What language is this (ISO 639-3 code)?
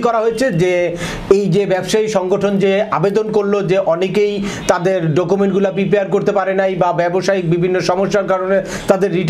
ben